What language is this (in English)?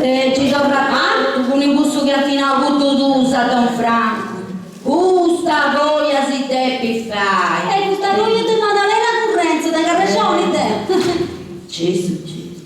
Sardinian